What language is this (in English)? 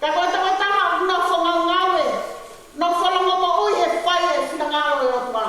Tongan